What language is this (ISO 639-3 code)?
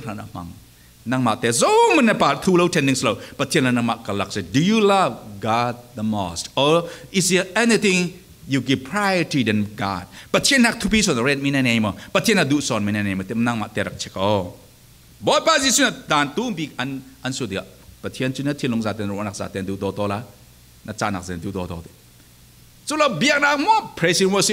cfm